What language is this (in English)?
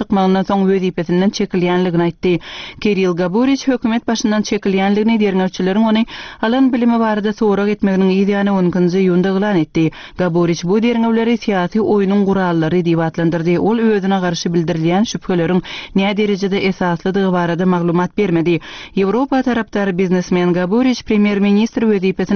Turkmen